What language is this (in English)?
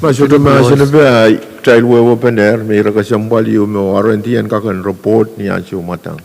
Pohnpeian